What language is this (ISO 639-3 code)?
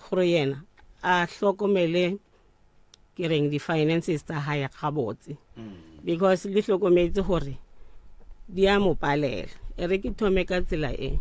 nso